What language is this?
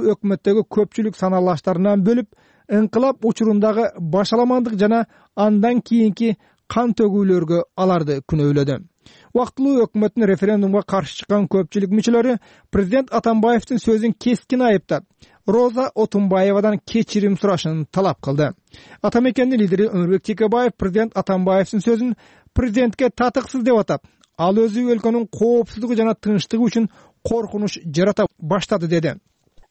Kyrgyz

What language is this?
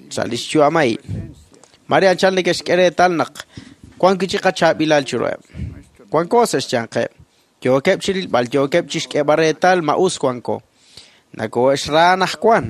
Kekchí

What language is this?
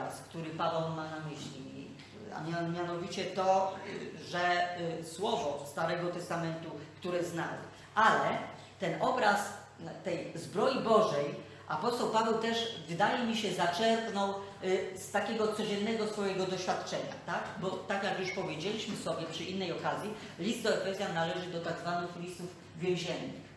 Polish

